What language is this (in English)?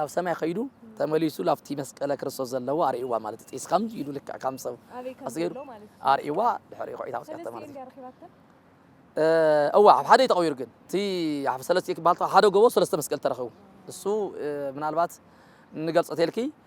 Tigrinya